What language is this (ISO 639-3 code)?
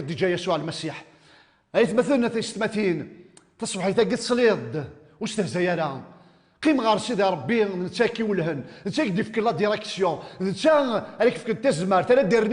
kab